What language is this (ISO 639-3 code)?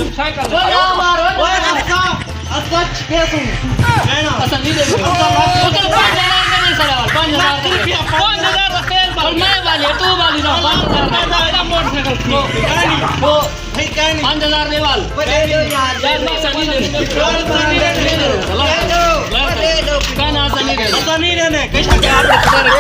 skr